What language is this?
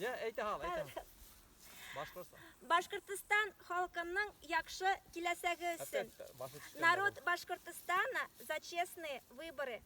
Bashkir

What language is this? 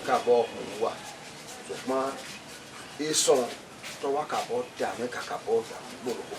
Bini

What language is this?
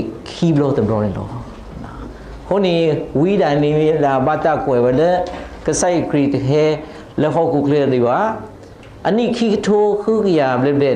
S'gaw Karen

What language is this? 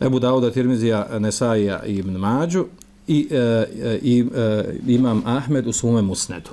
Bosnian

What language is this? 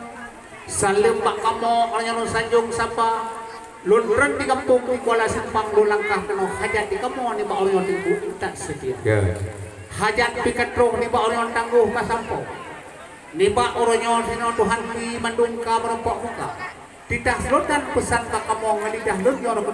Achinese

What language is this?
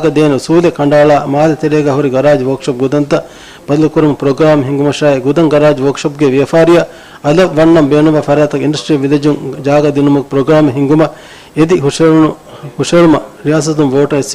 Divehi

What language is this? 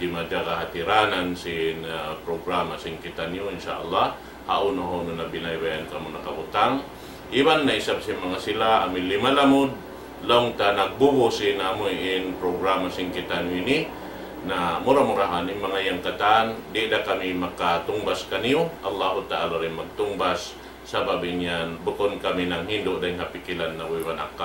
Tausug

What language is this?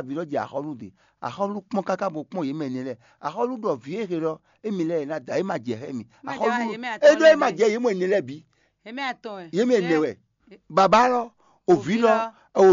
Fon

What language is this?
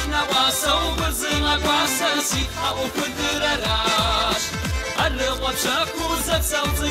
Kabardian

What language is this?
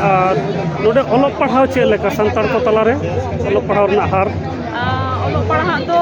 Santali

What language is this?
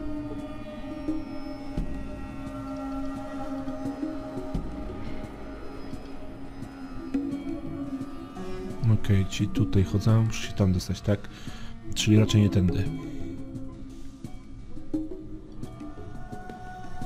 Polish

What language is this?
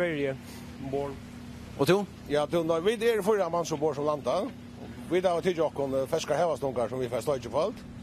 Faroese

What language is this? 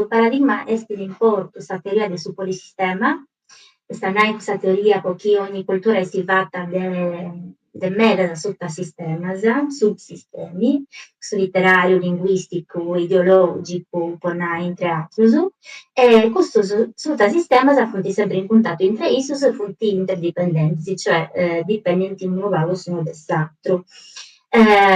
Sardinian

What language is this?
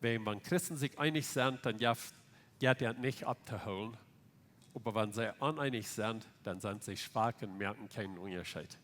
Plautdietsch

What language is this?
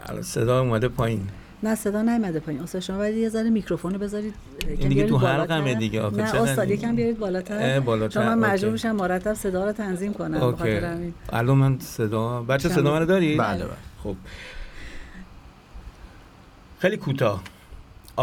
Persian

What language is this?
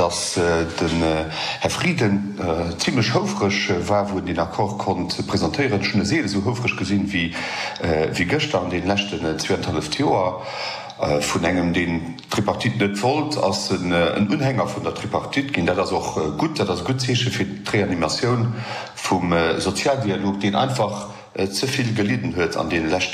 Luxembourgish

